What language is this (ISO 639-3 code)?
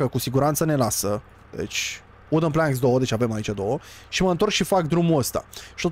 ron